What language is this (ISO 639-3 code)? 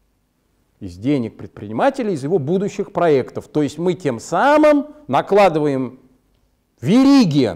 rus